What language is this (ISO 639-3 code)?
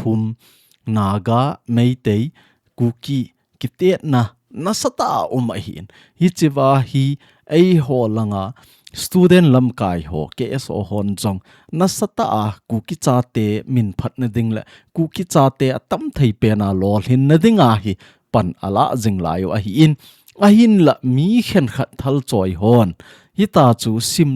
tcz